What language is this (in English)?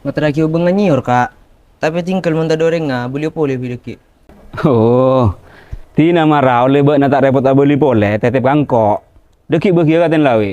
Madurese